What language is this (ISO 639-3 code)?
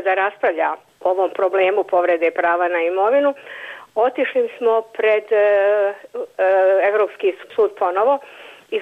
bos